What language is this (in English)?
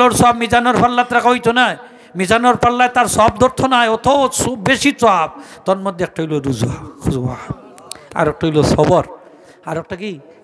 Sylheti